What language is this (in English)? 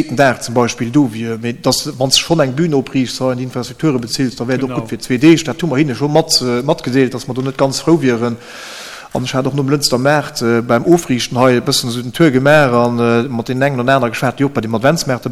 Luxembourgish